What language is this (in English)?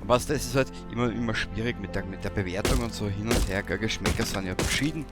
Bavarian